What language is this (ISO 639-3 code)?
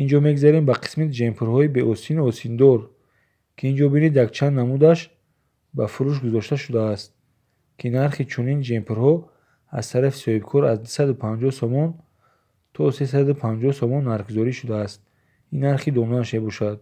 tgk